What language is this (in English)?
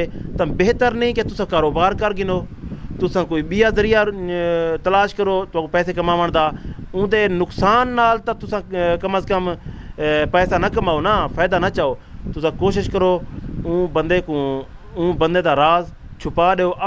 Saraiki